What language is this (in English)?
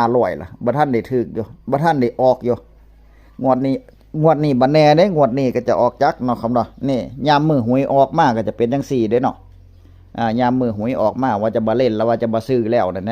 Northeastern Thai